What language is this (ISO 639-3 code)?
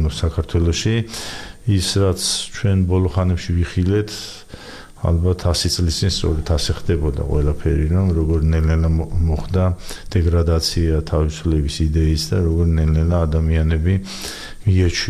kat